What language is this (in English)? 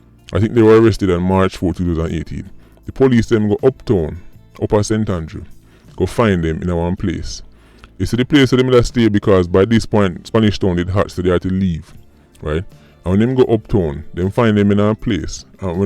Jamaican Creole English